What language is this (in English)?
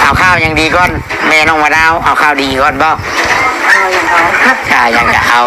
Northeastern Thai